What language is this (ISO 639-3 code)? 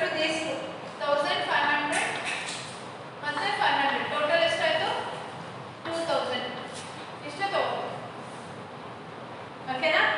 kan